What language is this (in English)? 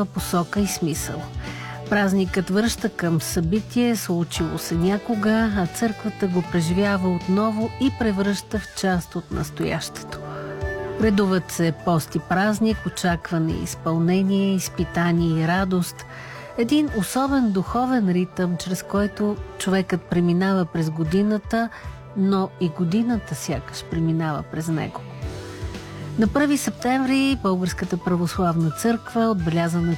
Bulgarian